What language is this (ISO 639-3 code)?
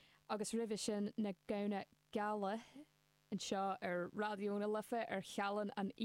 gle